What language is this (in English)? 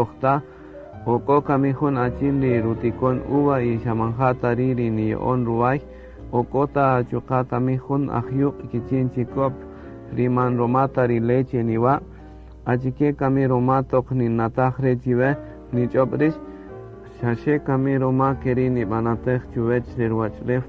Kaqchikel